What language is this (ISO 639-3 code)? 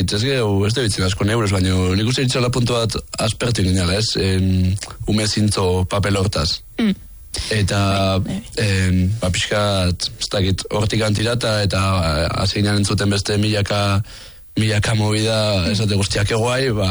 eus